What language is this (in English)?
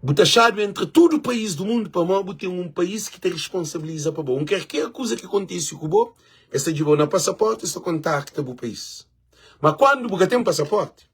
Kabuverdianu